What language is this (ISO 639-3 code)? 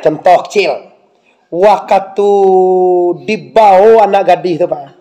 min